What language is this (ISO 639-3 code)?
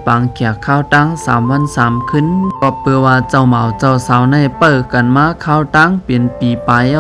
shn